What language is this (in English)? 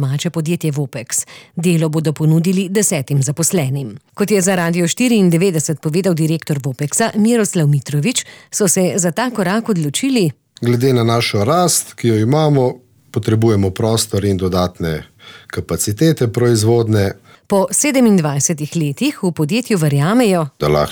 Slovenian